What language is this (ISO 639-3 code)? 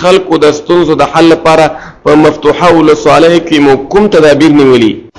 pus